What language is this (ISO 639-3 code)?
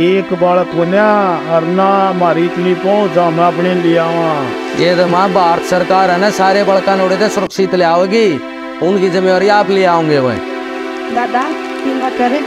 bgc